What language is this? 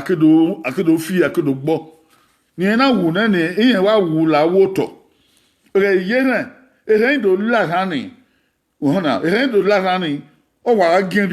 Bini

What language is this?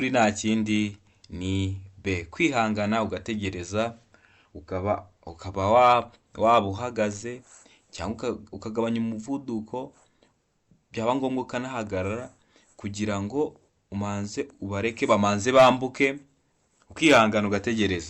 Kinyarwanda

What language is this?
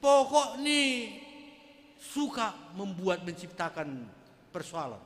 Batak Simalungun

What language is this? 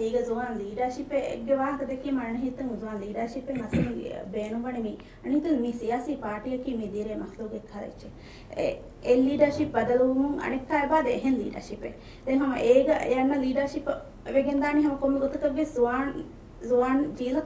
Divehi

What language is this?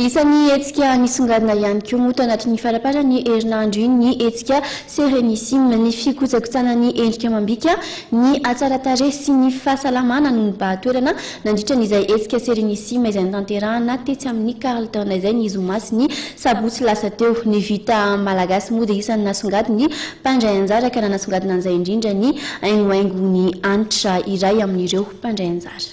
Malagasy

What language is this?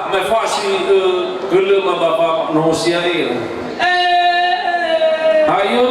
Nias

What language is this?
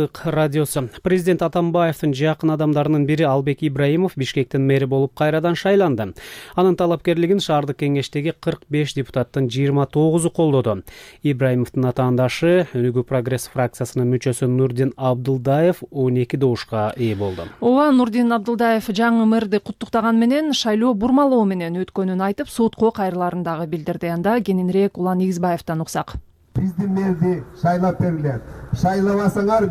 Kyrgyz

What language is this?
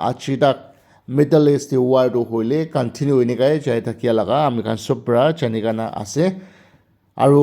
Naga Pidgin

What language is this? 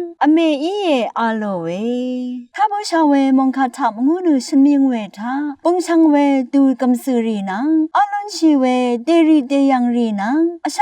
Rawang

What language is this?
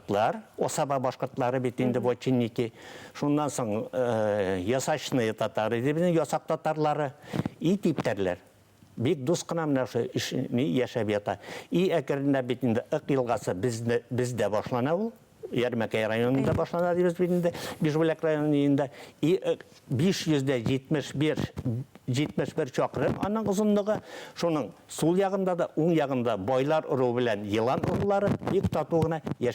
Bashkir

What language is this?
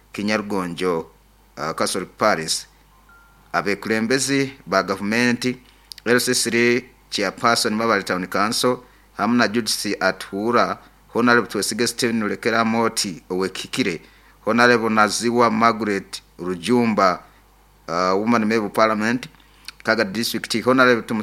Nyoro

